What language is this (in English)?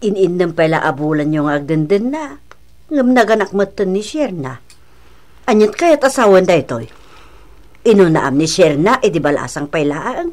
Iloko